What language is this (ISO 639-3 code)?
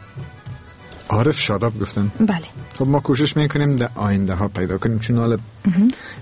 fas